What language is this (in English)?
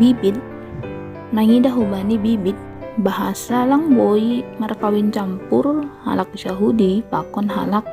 Batak Simalungun